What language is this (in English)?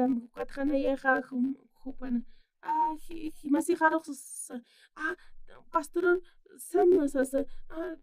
Aymara